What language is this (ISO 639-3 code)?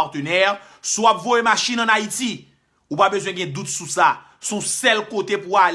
hat